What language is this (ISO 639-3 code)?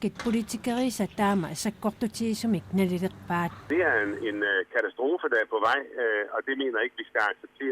kal